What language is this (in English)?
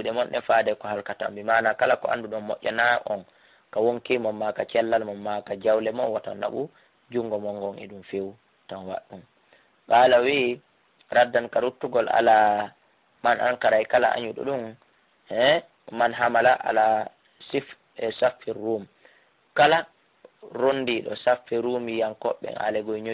Fula